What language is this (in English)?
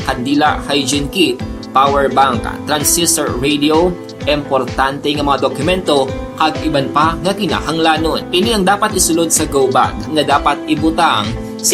Hiligaynon